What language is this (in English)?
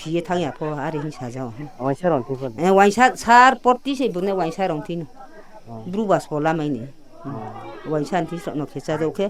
Riang (India)